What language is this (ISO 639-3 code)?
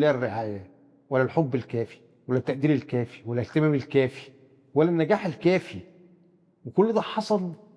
arz